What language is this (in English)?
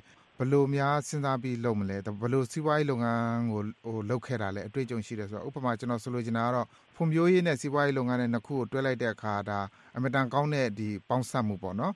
Burmese